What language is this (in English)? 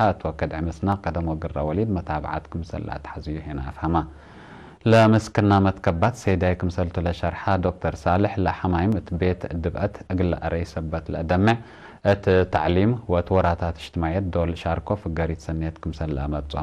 Tigre